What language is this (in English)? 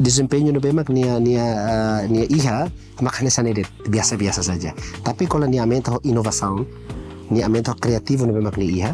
Tetum